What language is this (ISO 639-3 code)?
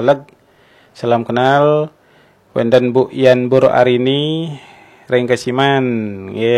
ban